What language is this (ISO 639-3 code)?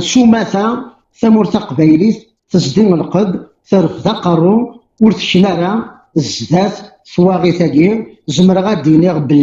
kab